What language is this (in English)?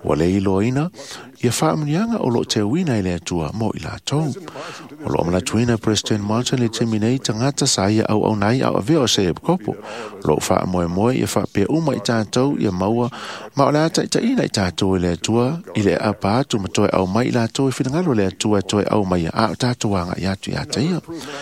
Samoan